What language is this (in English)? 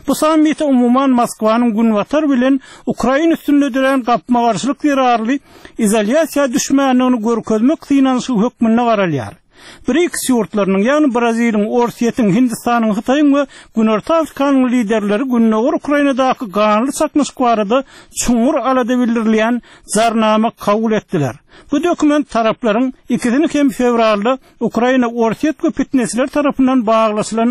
Turkmen